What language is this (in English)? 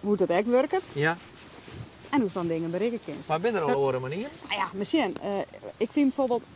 Western Frisian